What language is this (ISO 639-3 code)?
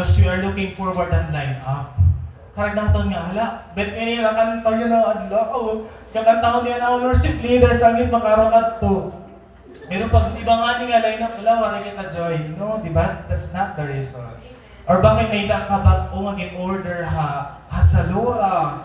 war